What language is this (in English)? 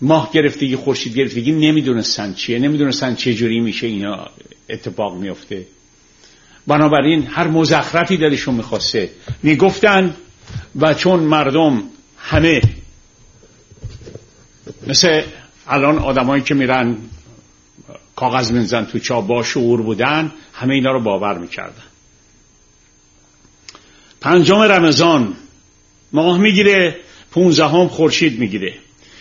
Persian